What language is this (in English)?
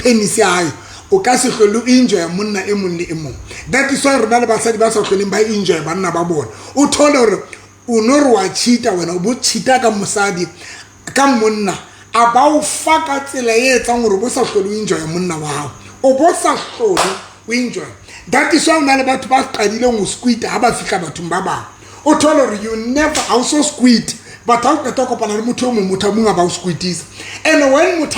Southern Sotho